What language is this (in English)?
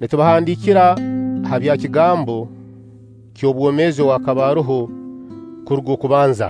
Nyoro